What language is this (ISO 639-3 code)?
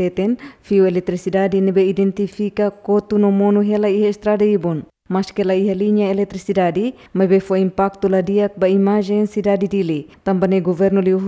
tet